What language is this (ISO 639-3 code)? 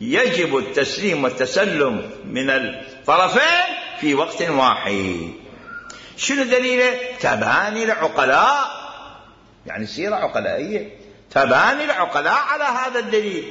acm